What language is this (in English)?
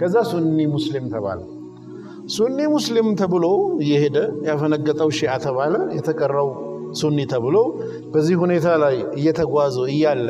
Amharic